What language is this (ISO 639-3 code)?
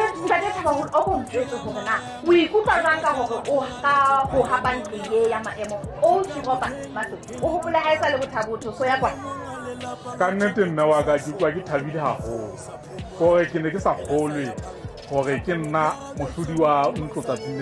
sot